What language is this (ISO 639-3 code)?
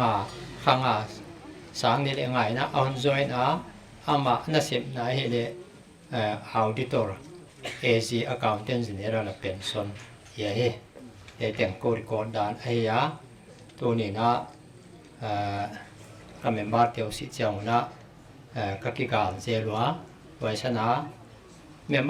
pck